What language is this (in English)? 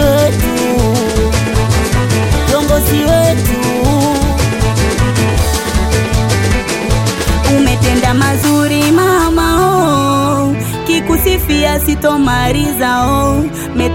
Swahili